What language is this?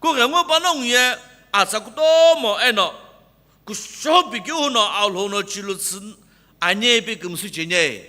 Sumi Naga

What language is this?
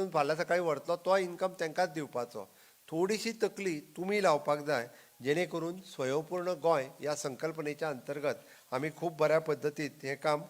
Konkani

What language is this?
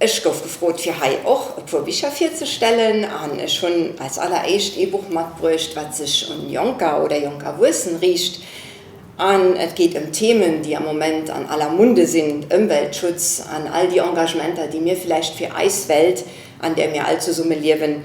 Luxembourgish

